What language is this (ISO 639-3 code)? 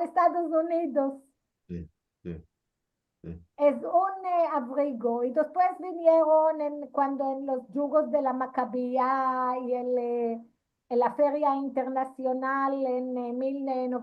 lad